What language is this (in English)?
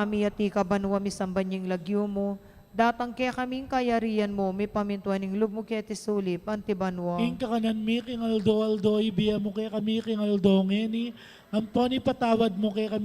Pampanga